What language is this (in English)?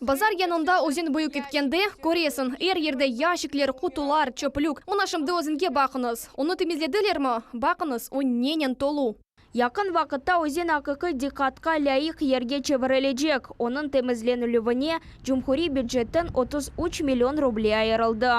Crimean Tatar